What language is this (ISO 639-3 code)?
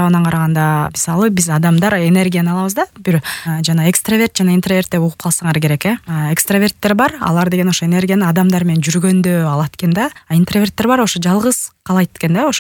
kir